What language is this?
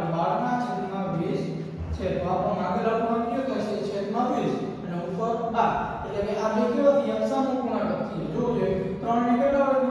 Gujarati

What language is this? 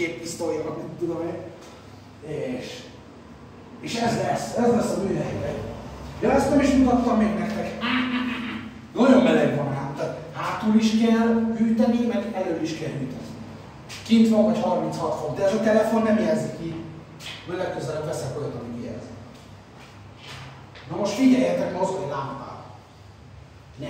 Hungarian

